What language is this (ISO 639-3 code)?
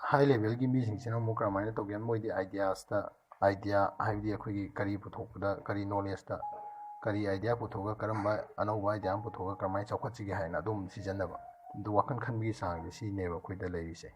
mni